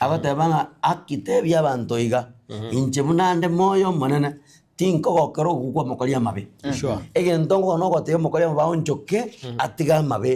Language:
Gusii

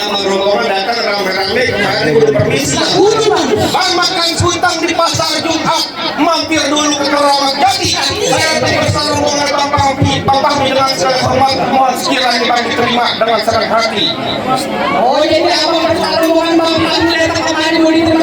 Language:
Betawi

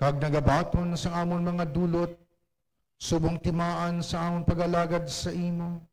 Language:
Hiligaynon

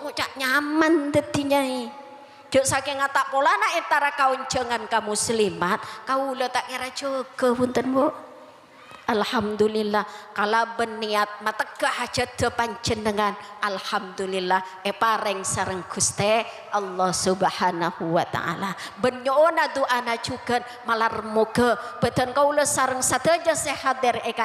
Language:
Madurese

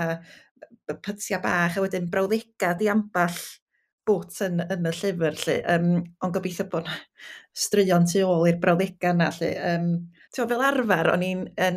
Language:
Welsh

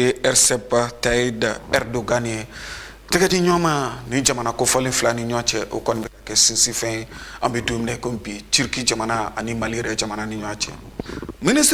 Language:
Bambara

